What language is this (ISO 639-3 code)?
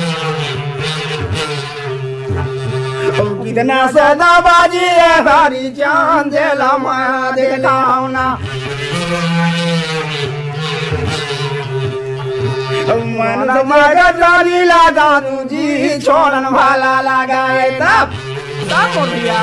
hne